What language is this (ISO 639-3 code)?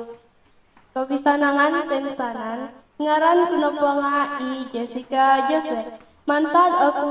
dtp